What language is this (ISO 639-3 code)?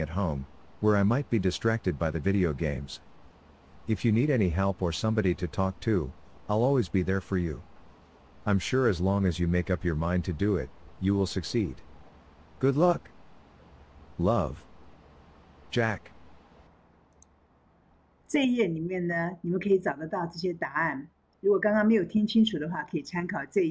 zho